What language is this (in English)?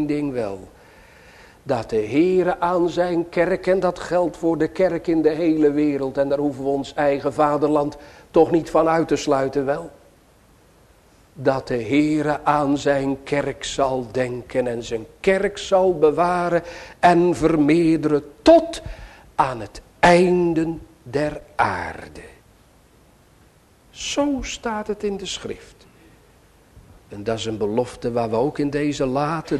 Dutch